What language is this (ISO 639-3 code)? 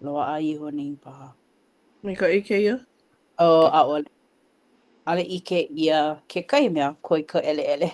haw